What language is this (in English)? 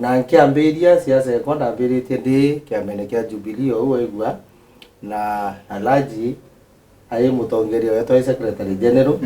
Meru